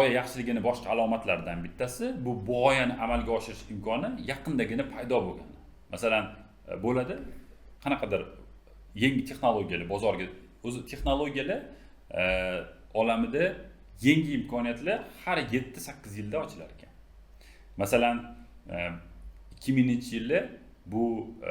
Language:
Uzbek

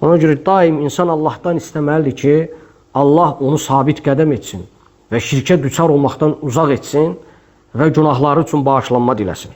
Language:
Azerbaijani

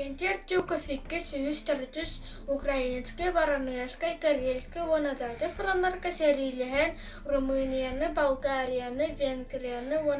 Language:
Yakut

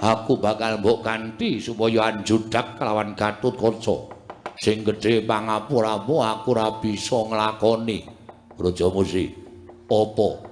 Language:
Javanese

